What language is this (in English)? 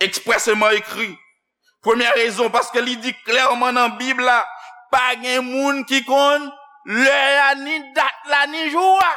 Haitian Creole